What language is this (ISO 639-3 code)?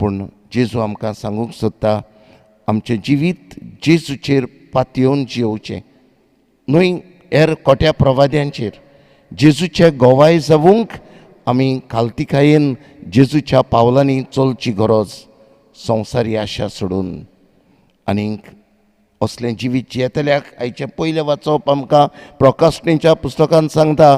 kok